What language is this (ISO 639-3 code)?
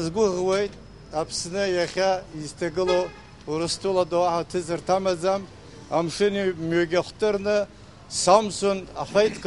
abk